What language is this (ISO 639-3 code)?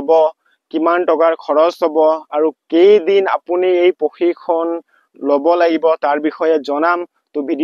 asm